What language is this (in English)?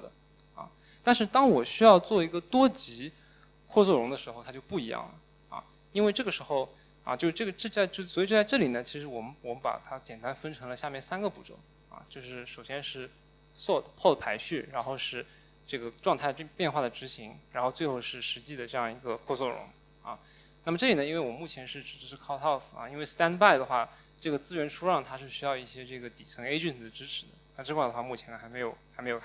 Chinese